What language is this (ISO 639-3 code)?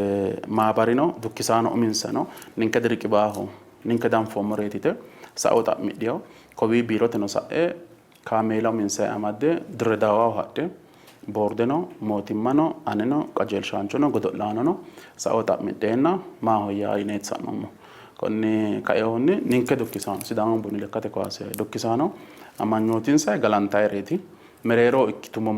sid